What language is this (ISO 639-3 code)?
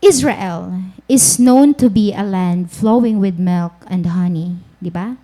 war